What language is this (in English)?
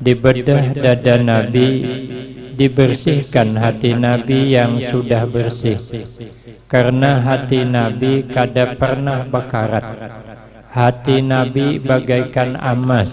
Banjar